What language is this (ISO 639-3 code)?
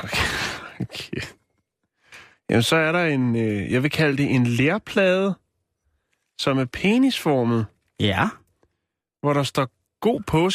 dan